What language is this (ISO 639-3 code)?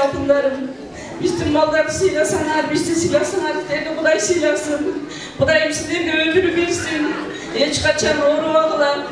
kir